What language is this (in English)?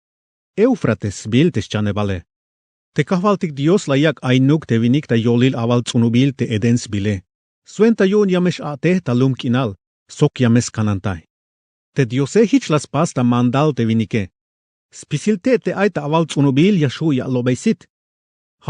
Tzeltal